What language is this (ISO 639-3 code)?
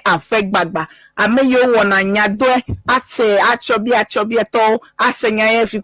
ewe